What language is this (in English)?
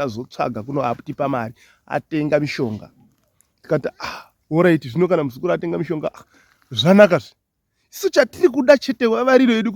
Shona